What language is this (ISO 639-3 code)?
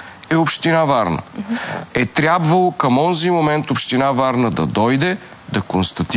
bul